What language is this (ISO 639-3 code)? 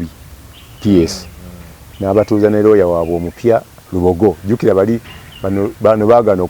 lug